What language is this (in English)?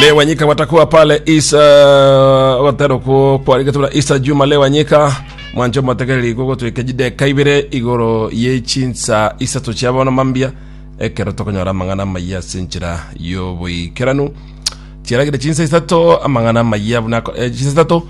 Gusii